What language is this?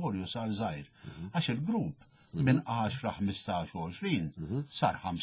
Maltese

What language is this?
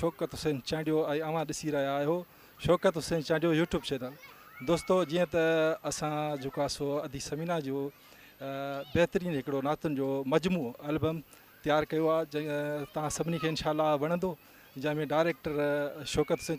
Sindhi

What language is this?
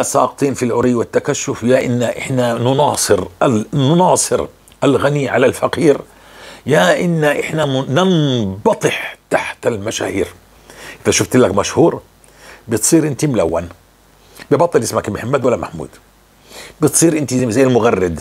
North Levantine Arabic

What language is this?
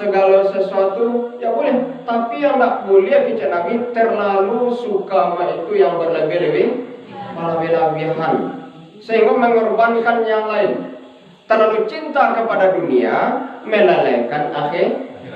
Minangkabau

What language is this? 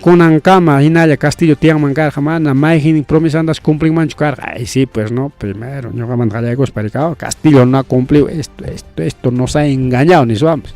Ayacucho Quechua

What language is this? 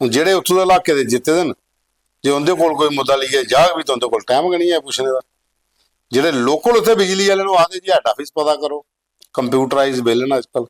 Dogri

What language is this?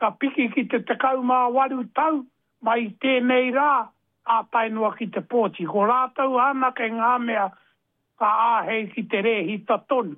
Māori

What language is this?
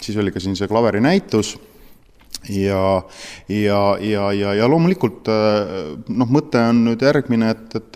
Estonian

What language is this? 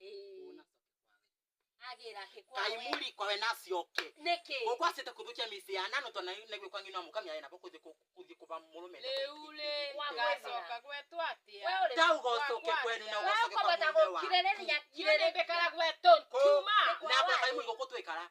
Meru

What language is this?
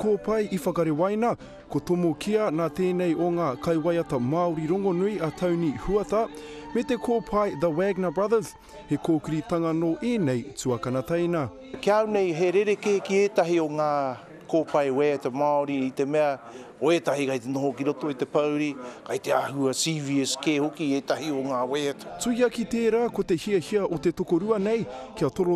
Māori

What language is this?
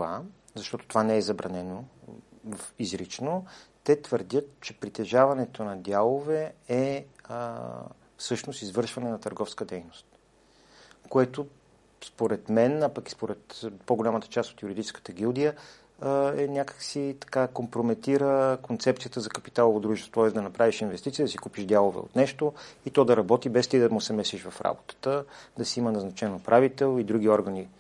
Bulgarian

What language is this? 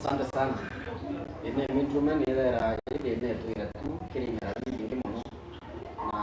Meru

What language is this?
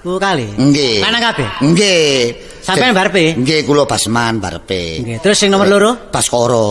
Javanese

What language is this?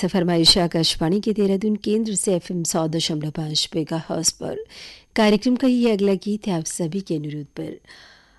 Hindi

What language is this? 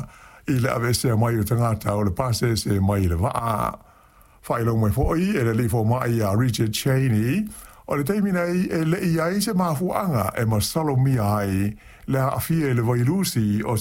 Samoan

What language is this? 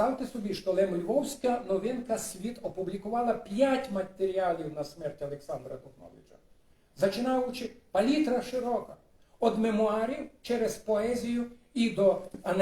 Rusyn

